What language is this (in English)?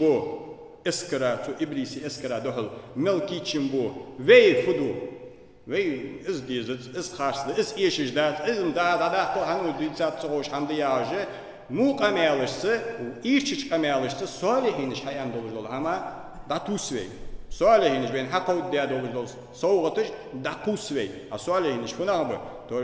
Ingush